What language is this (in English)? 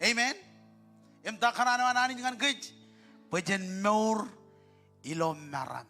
Marshallese